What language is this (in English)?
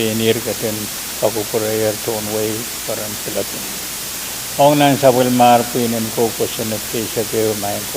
Pohnpeian